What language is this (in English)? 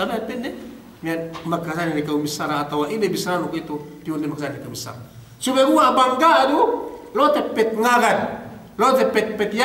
Yakan